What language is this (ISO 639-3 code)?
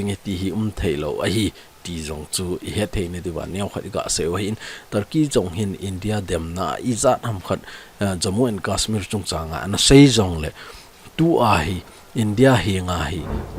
tcz